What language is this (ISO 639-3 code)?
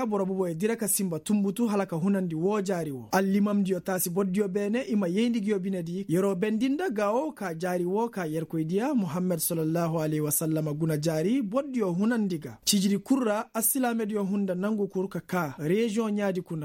ses